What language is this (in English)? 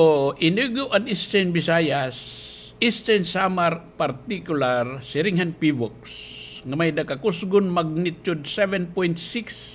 Waray